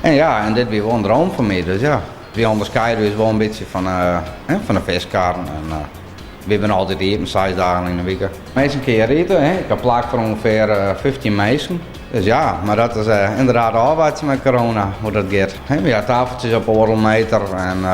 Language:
Western Frisian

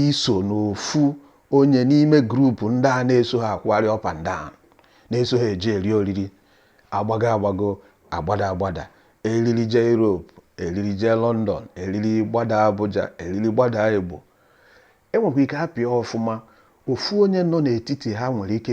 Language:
Igbo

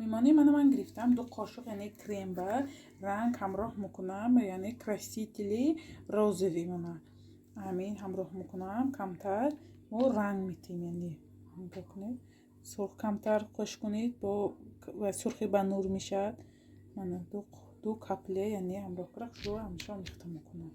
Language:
Tajik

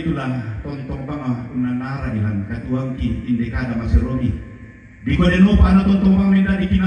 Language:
Toraja-Sa'dan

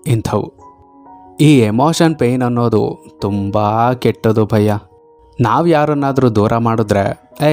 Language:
Kannada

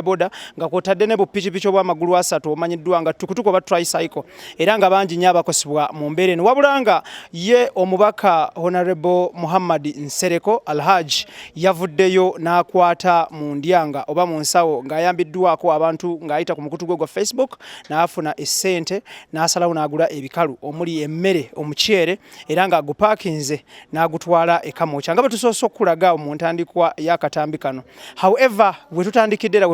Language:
Ganda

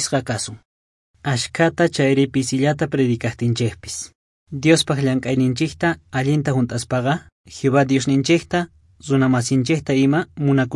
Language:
South Bolivian Quechua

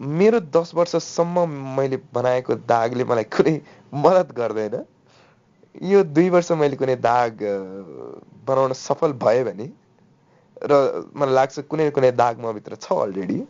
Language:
Nepali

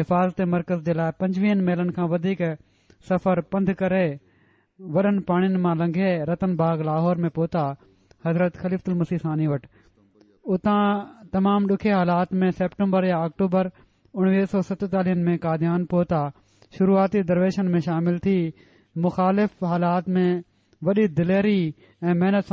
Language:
Sindhi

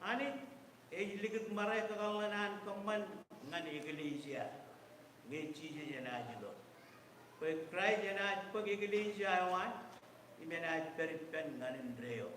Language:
Marshallese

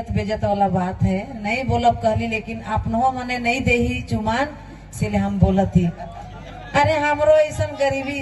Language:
Sadri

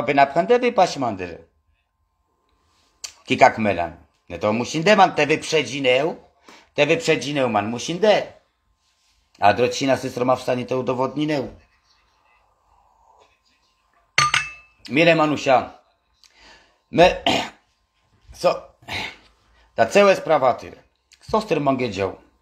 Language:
Polish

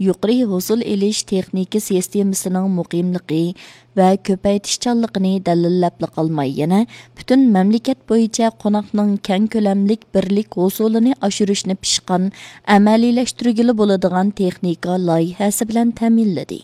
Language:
Uyghur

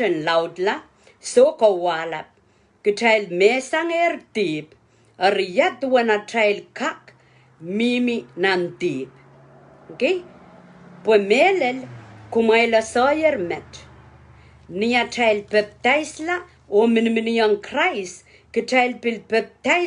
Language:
Pohnpeian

